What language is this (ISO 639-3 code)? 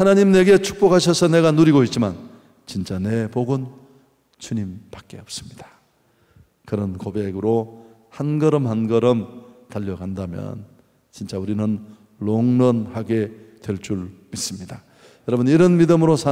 kor